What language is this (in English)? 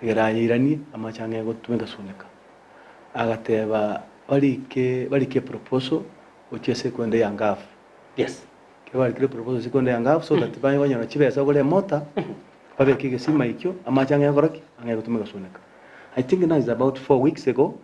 Gusii